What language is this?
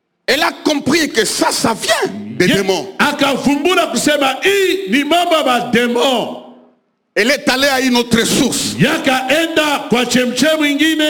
Swahili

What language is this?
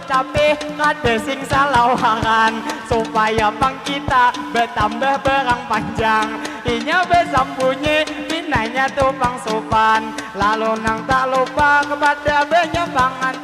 Banjar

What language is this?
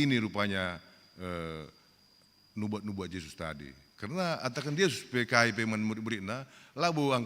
Batak Karo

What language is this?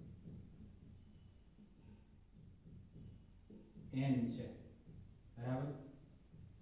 Gujarati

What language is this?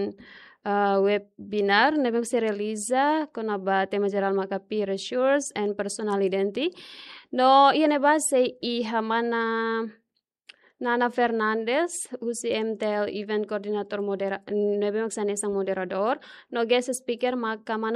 Tetum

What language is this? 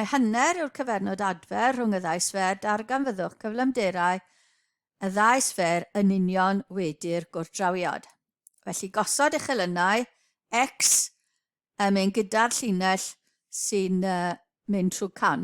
Welsh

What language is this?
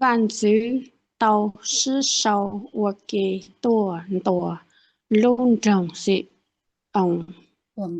Hmong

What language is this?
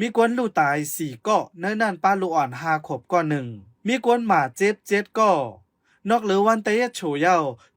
Shan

